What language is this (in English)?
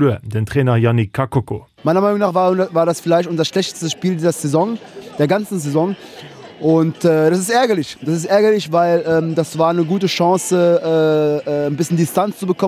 Luxembourgish